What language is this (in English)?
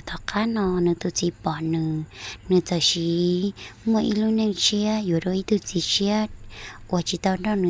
Hmong